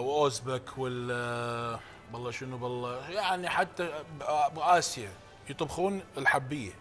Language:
Mesopotamian Arabic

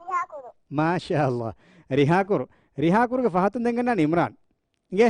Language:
Divehi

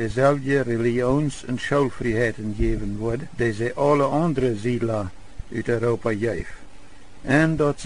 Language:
Plautdietsch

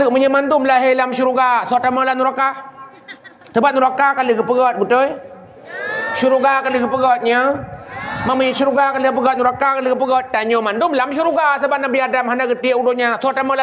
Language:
Achinese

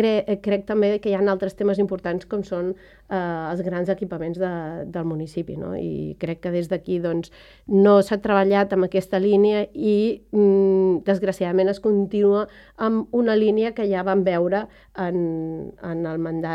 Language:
Catalan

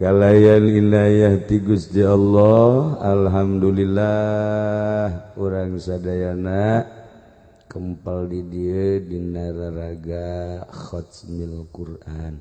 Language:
Sundanese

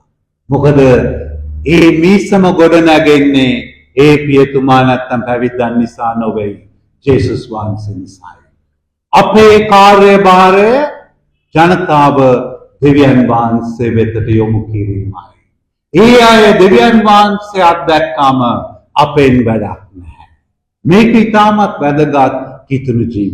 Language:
Sinhala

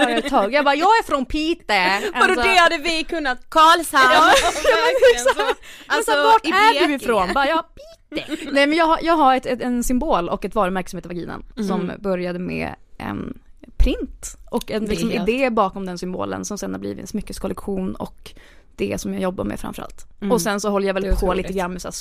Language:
Swedish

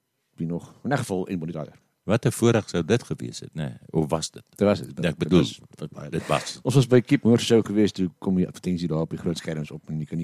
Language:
Afrikaans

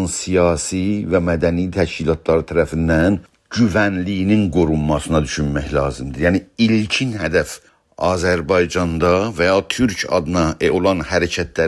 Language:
South Azerbaijani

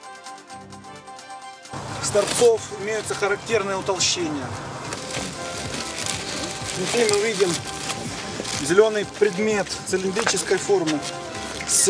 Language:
Russian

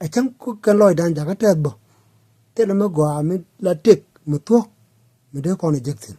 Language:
Nuer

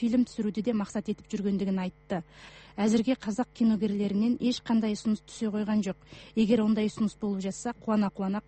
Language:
Kazakh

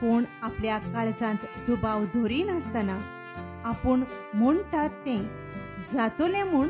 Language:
Konkani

